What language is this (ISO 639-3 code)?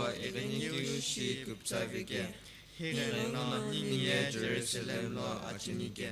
nsm